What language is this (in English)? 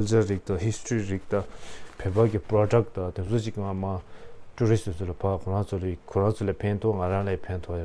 Tibetan